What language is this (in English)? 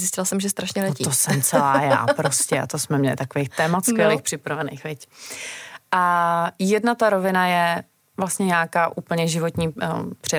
Czech